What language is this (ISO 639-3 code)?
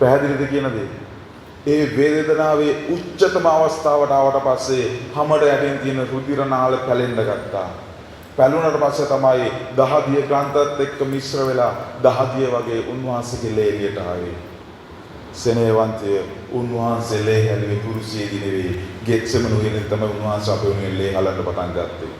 sin